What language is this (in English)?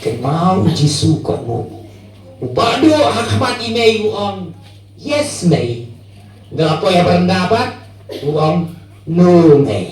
Khasi